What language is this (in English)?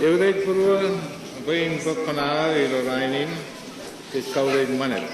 Marshallese